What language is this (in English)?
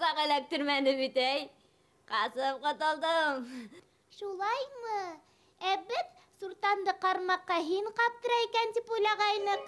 Bashkir